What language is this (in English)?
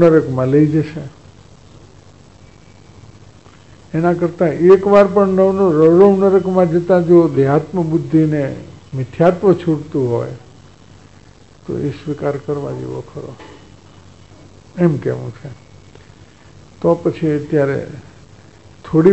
Gujarati